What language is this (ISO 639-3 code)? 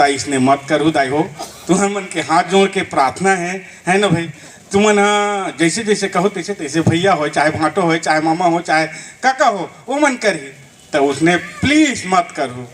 hne